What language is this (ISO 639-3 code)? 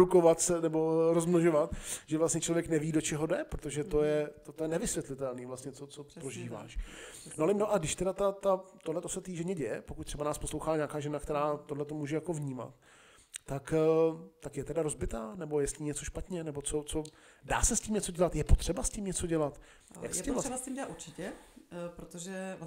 ces